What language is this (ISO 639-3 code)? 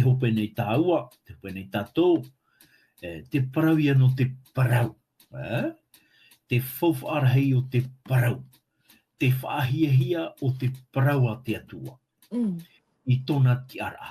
tah